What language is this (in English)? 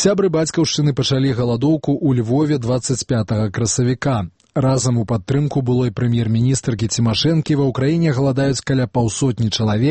Belarusian